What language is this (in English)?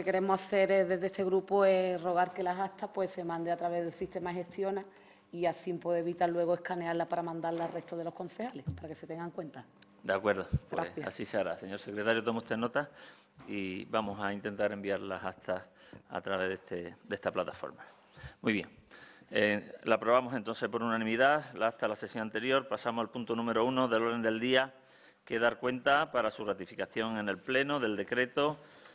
Spanish